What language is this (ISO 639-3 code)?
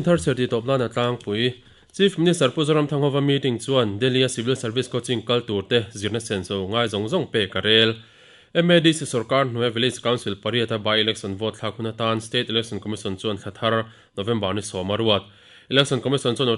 lus